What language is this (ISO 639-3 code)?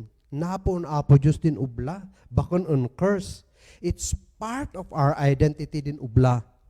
kne